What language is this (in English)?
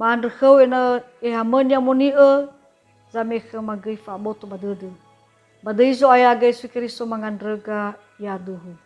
Nias